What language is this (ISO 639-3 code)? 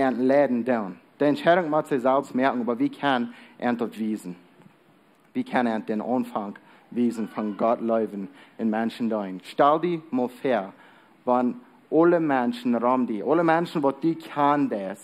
pdt